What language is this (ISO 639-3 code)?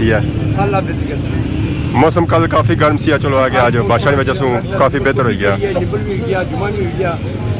phr